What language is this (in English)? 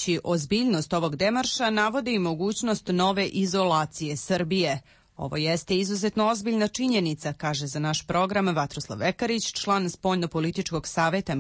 Serbian